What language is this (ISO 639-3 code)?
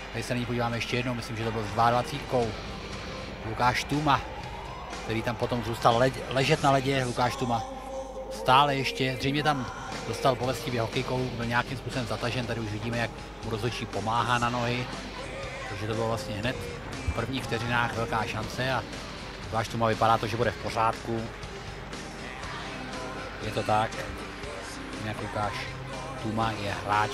ces